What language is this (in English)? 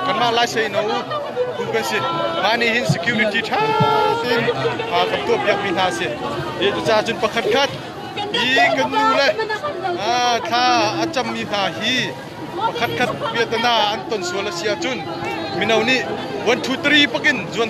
Hakha Chin